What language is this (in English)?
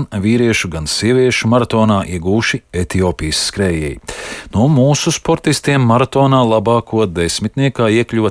Latvian